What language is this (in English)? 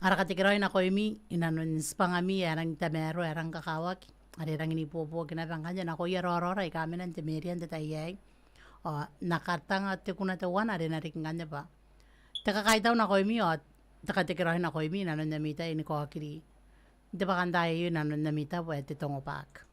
Gilbertese